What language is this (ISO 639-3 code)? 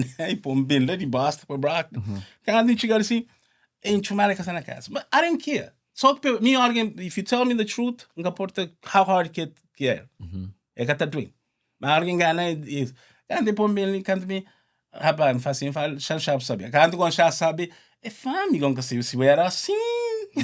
kea